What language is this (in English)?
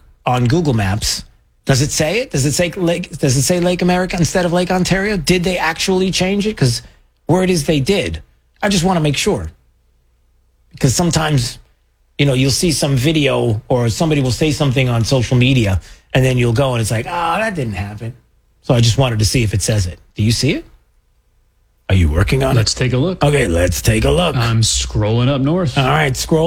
English